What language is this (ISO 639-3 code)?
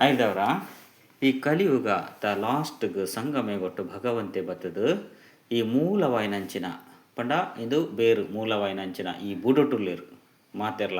tcy